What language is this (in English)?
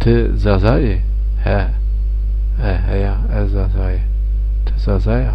Zaza